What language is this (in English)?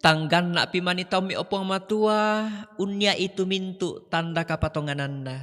Toraja-Sa'dan